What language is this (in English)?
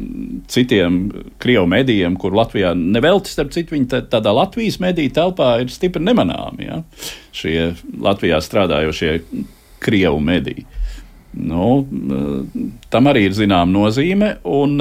Latvian